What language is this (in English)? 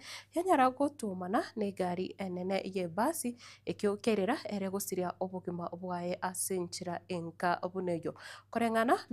Gusii